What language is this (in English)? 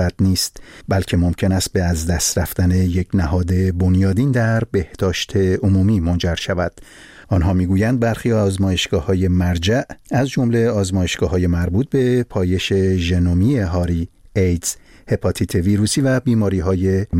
Persian